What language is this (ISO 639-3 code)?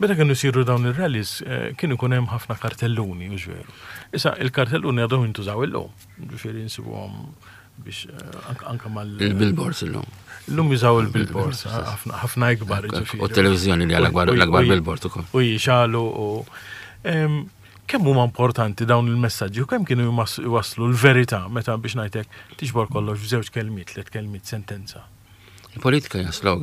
mlt